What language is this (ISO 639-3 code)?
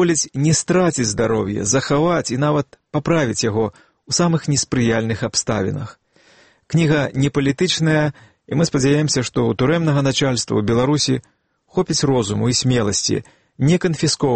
bel